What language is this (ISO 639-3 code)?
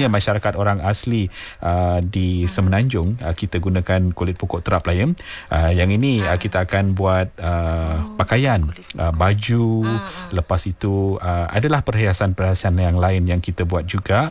msa